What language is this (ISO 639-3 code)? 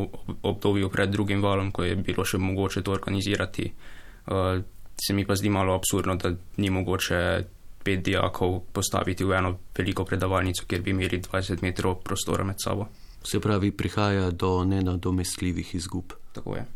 slv